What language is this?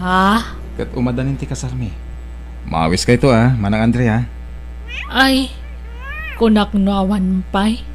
Iloko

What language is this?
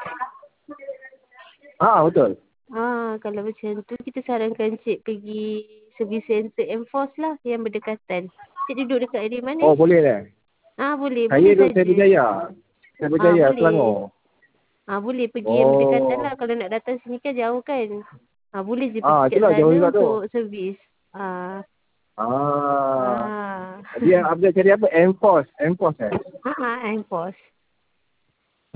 Malay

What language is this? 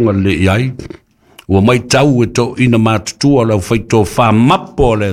Samoan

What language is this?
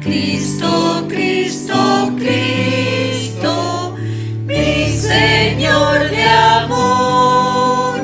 Aymara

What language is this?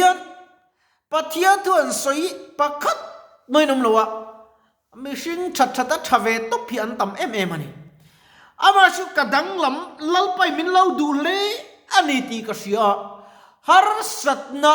Mizo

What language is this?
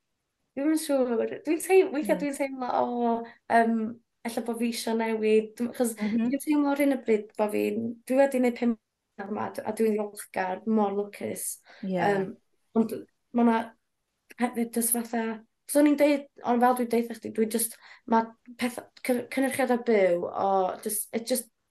Welsh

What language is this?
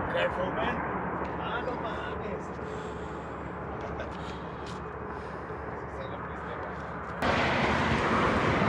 Dutch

